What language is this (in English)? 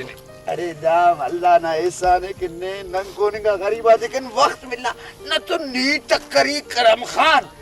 Brahui